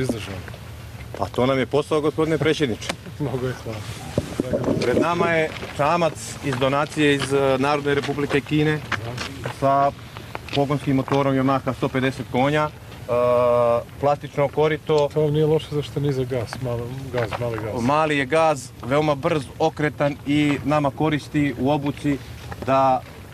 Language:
Serbian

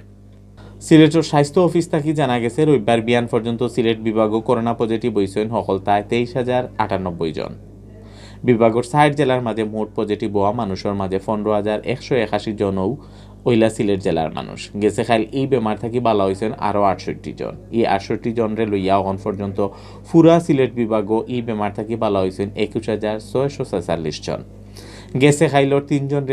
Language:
Sylheti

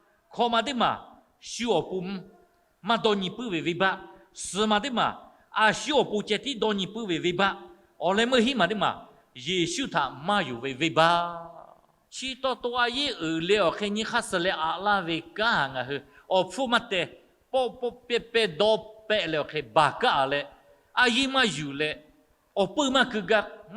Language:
Lahu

